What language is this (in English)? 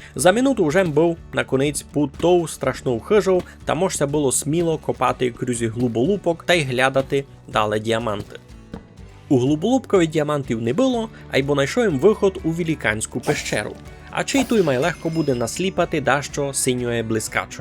Rusyn